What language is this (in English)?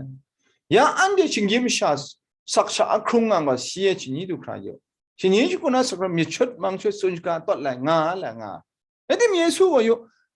Kachin